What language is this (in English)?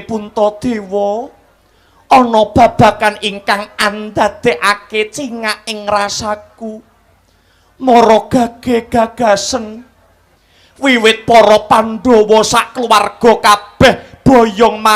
Javanese